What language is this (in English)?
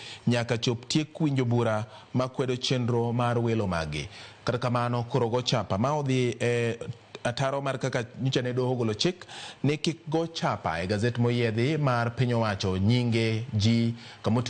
Luo (Kenya and Tanzania)